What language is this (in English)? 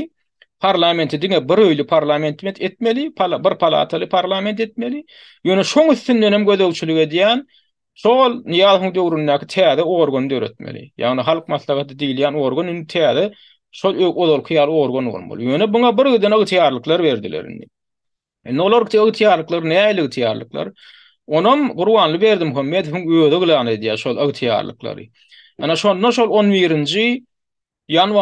Turkmen